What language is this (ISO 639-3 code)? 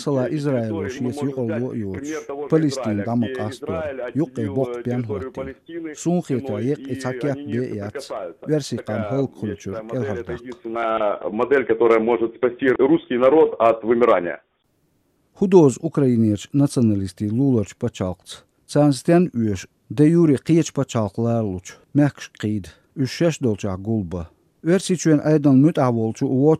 che